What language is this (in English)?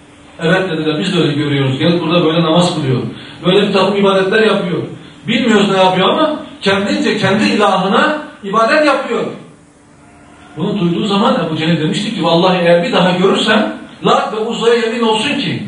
Turkish